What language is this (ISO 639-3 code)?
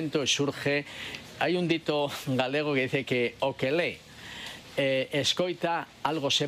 glg